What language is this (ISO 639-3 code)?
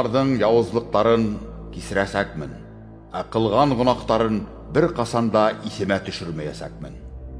bak